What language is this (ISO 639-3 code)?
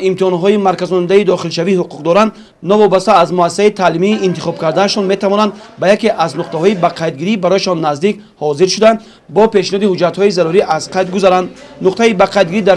tgk